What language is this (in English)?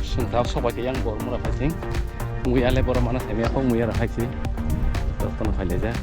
Kok Borok